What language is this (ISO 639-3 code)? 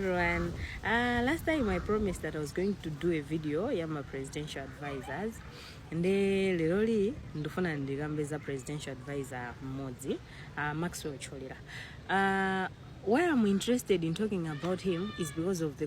nya